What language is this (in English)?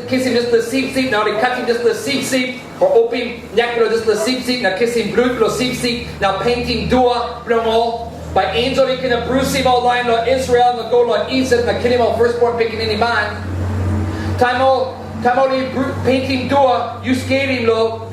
Tok Pisin